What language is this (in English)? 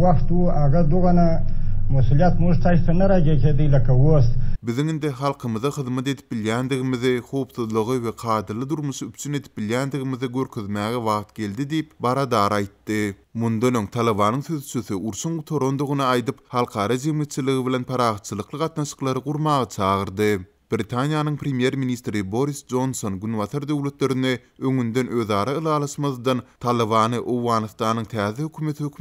Turkmen